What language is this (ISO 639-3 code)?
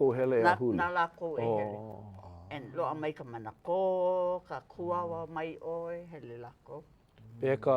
haw